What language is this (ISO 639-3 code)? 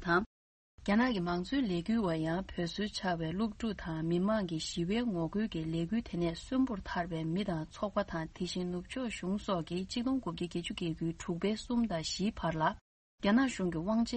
bod